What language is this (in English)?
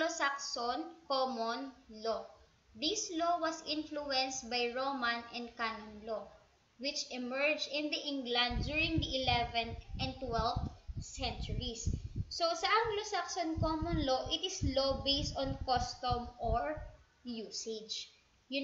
Filipino